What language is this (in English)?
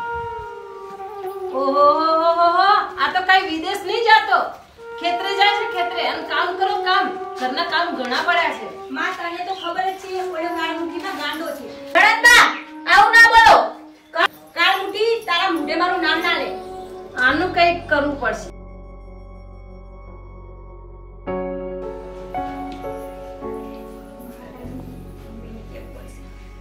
Gujarati